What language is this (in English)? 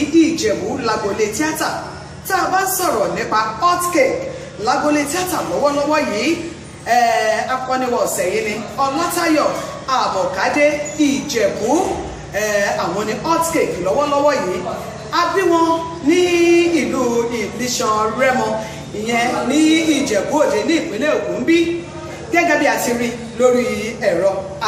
Yoruba